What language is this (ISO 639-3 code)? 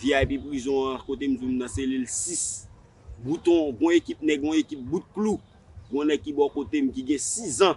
hat